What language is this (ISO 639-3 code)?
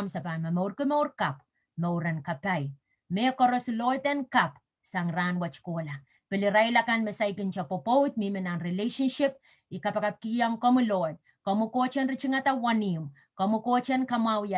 pon